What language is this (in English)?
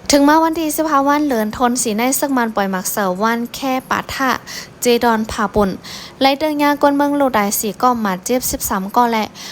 Shan